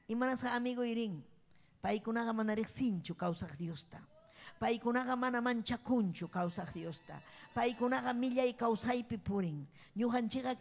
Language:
Ayacucho Quechua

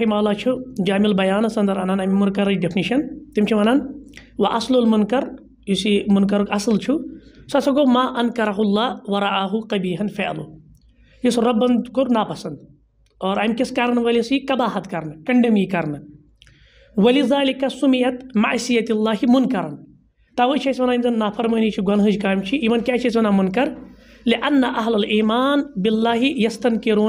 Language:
Kashmiri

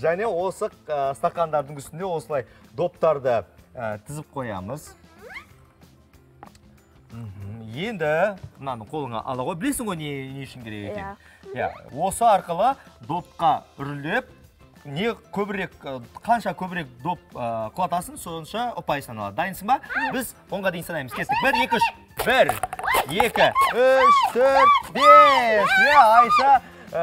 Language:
Kazakh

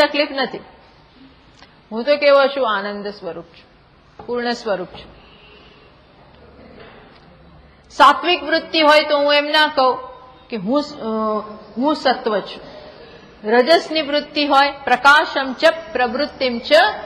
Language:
Gujarati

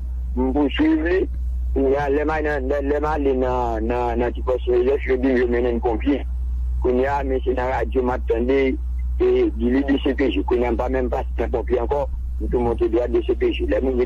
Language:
Haitian Creole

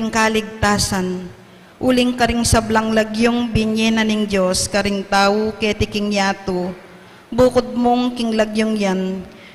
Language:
Pampanga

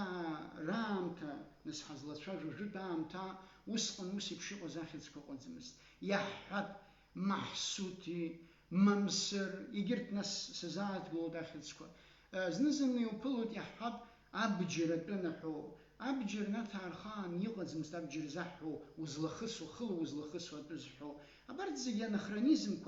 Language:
Abkhazian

